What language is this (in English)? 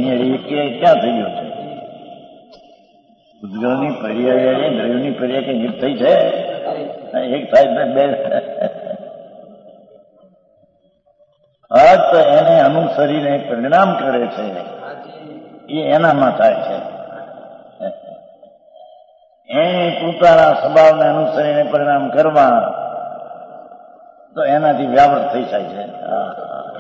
Gujarati